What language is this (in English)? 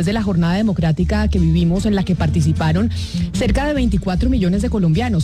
Spanish